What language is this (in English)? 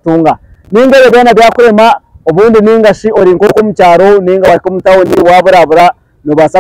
Nyankole